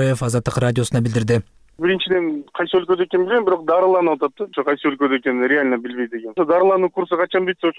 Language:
Kyrgyz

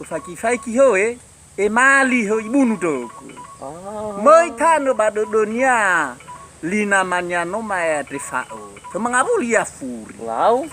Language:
Nias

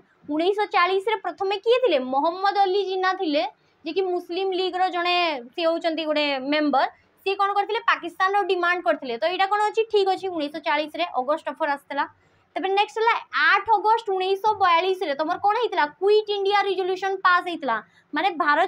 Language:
Odia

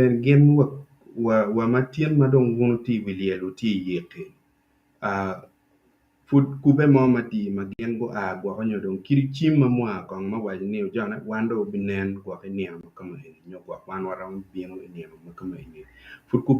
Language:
Acoli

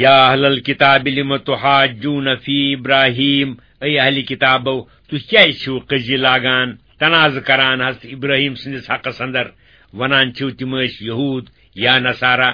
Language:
Kashmiri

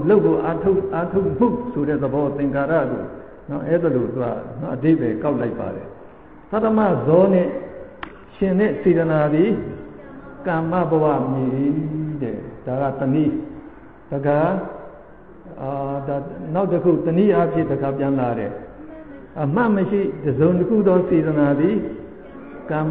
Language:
Burmese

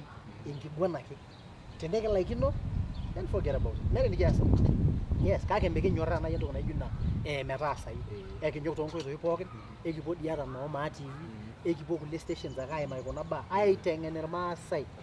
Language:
Masai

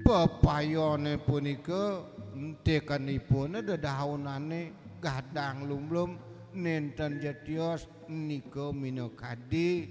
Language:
Balinese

